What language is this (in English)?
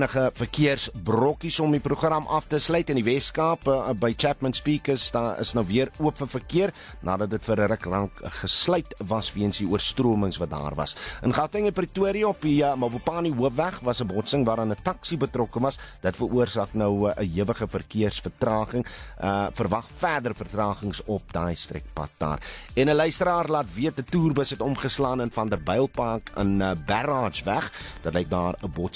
Afrikaans